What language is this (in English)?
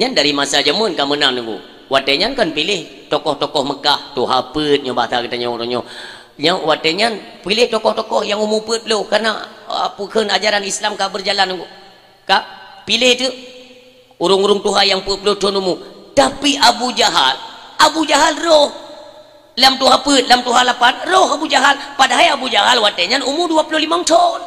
Achinese